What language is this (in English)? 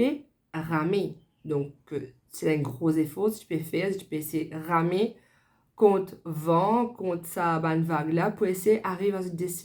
Morisyen